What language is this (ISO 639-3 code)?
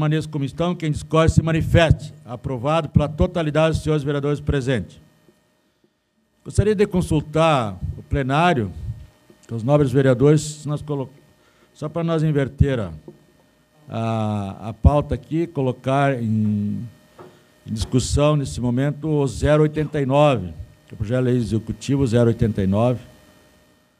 por